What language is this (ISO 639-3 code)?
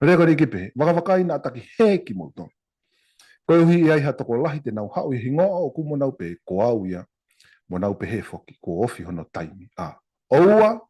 ton